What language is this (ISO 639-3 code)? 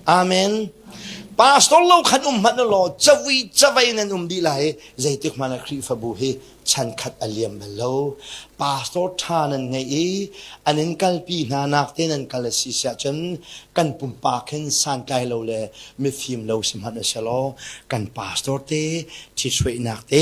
cnh